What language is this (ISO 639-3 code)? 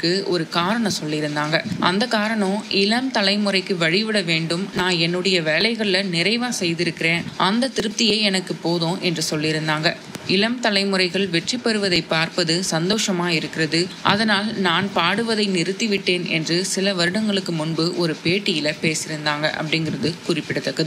tam